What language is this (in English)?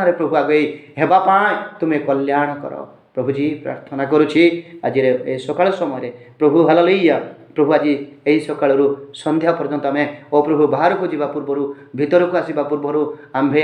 Odia